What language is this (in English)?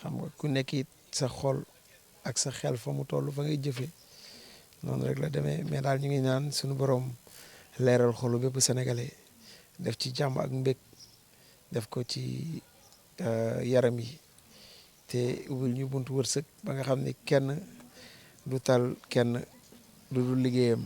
Wolof